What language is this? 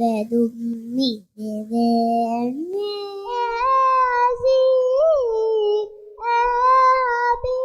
Divehi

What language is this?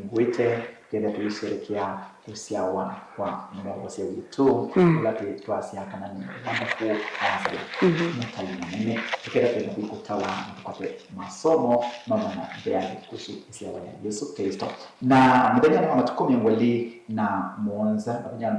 Kamba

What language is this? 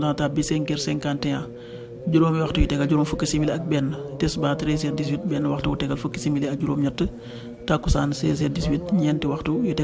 Wolof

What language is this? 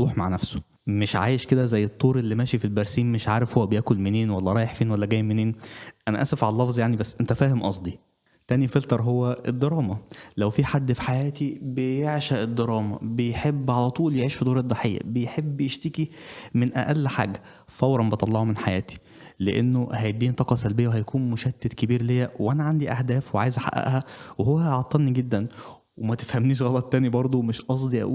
Egyptian Arabic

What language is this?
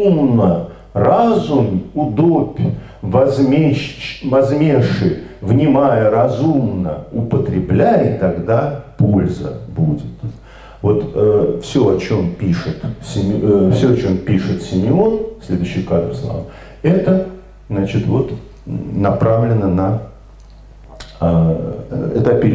Russian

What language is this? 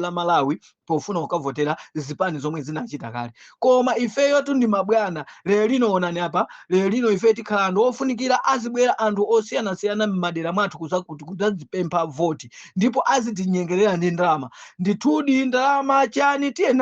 Nyanja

